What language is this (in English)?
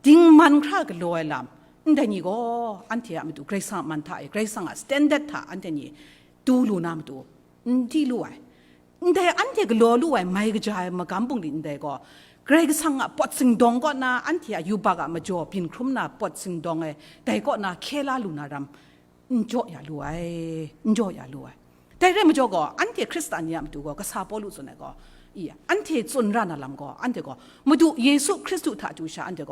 Kachin